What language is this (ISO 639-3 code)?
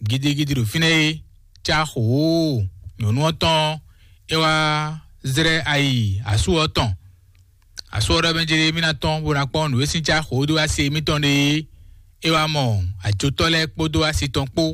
fon